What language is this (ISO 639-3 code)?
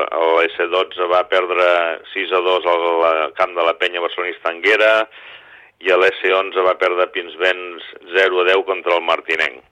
cat